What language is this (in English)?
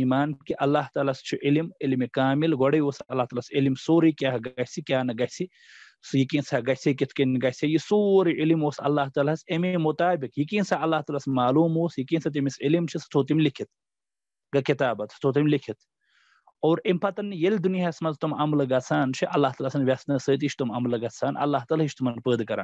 Kashmiri